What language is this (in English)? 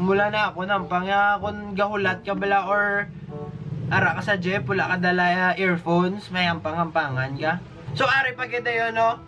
Hiligaynon